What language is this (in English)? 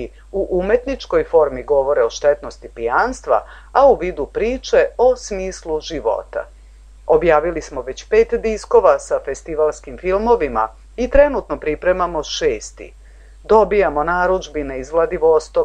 Serbian